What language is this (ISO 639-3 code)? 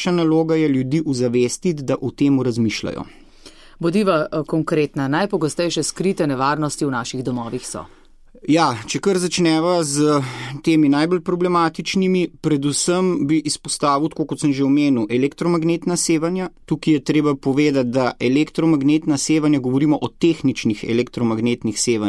slv